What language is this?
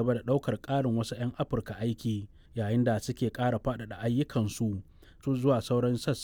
Hausa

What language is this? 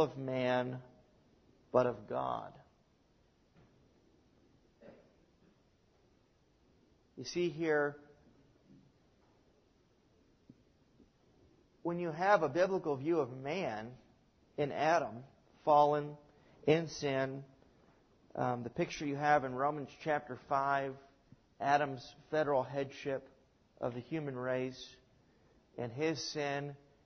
English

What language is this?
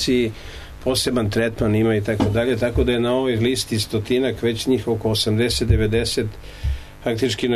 Serbian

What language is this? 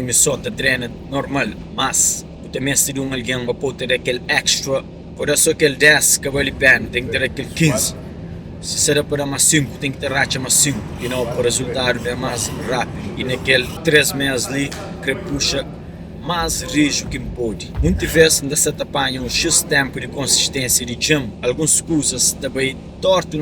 Kabuverdianu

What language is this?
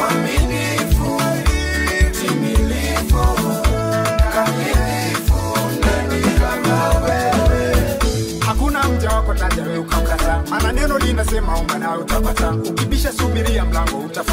Swahili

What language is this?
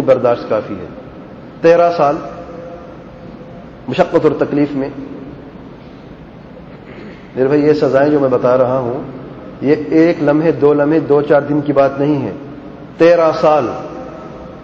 Urdu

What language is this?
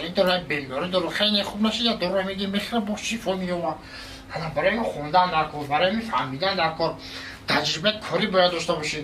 Tajik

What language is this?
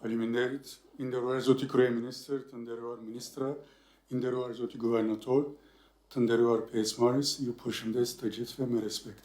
Albanian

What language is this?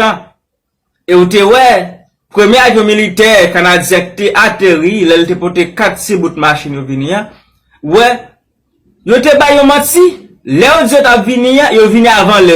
Haitian Creole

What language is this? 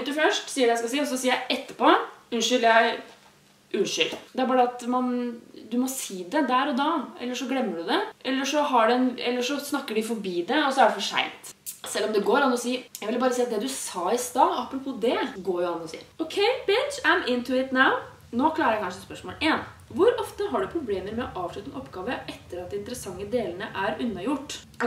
Norwegian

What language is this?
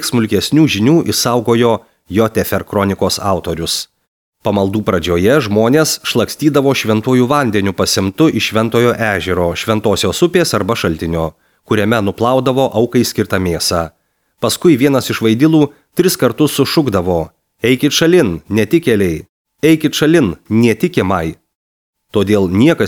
Lithuanian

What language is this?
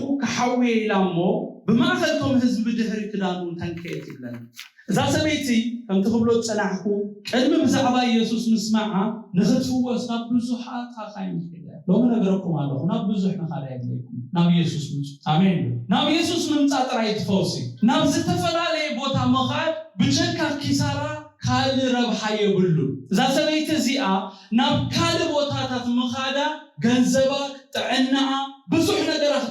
Tigrinya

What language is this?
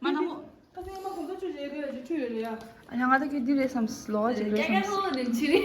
Tibetan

